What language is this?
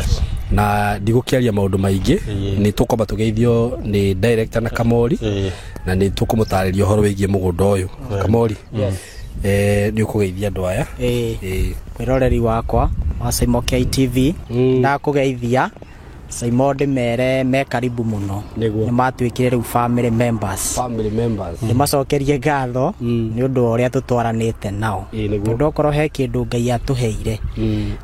Kikuyu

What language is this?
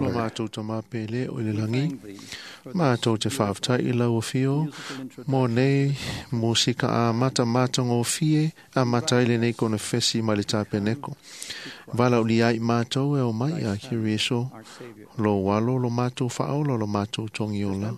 Samoan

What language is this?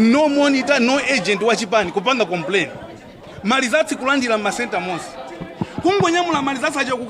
Nyanja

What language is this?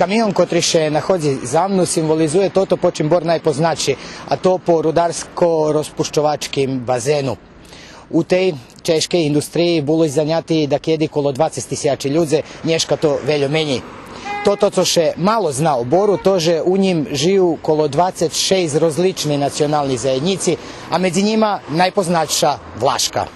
Rusyn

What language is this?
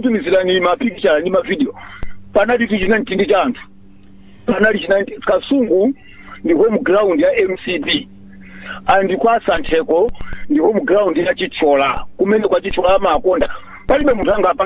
Nyanja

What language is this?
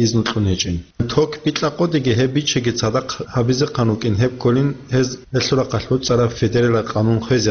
Avaric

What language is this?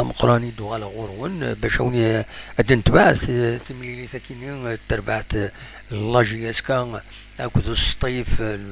Kabyle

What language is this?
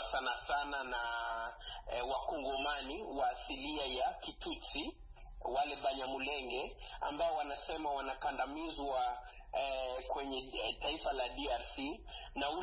Swahili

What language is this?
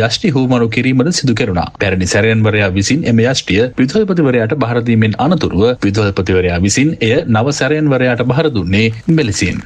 Sinhala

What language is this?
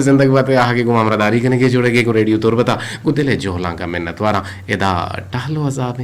Eastern Balochi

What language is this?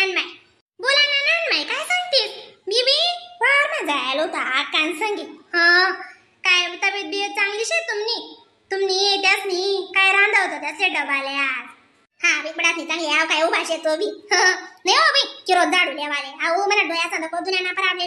Khandesi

